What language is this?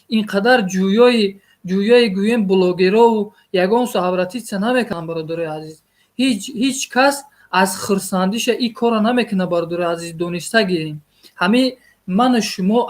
Tajik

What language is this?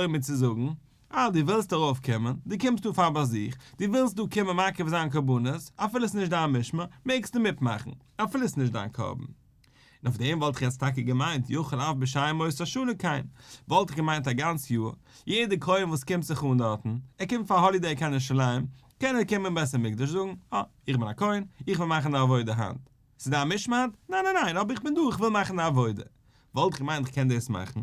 Yiddish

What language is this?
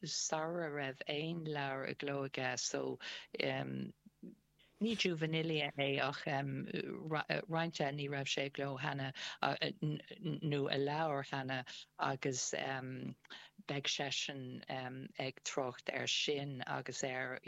Irish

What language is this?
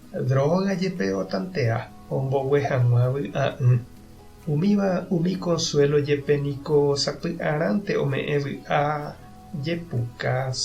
Guarani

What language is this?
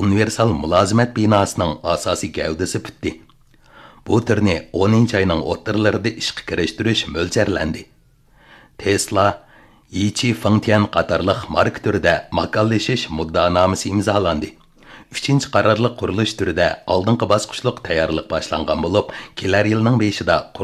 Uyghur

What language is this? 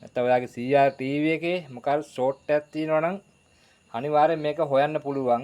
Sinhala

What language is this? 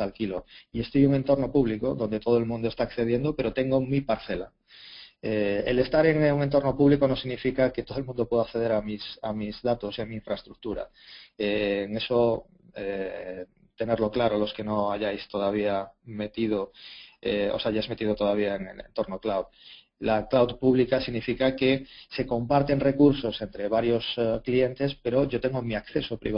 Spanish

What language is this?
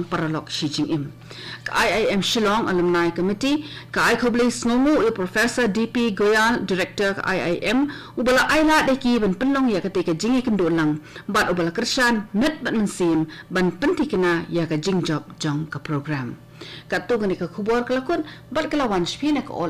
Khasi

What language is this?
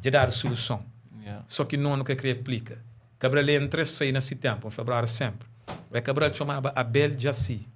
Kabuverdianu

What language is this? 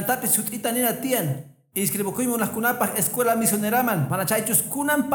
Quechua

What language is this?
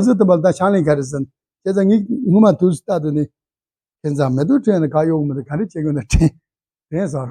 Tibetan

